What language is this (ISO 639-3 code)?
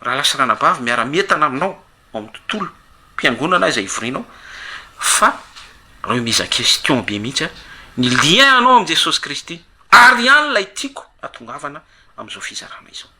mlg